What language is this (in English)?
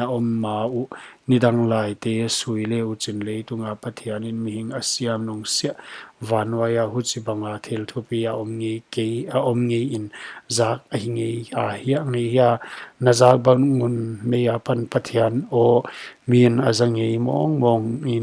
Paite Chin